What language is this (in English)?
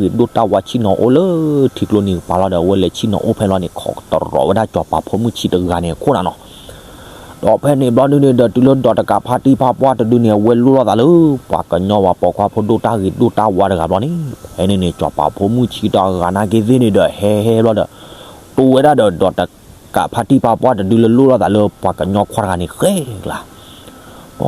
S'gaw Karen